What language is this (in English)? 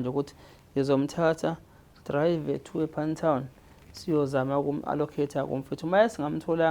Zulu